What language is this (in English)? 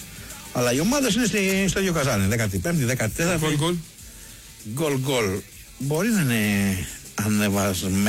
Greek